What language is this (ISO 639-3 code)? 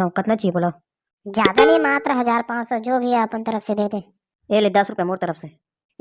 hne